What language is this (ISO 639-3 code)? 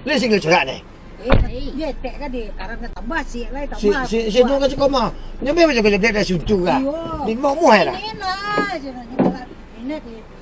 min